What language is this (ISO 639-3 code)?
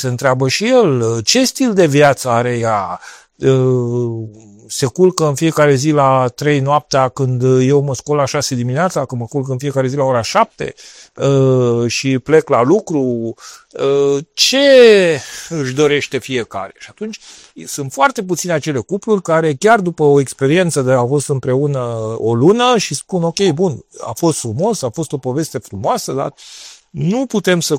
ron